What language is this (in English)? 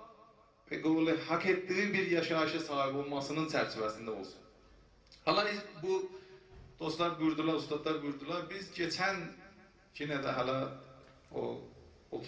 South Azerbaijani